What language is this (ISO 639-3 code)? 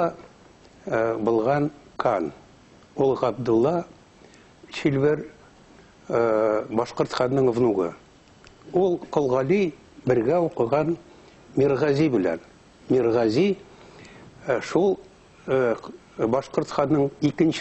bak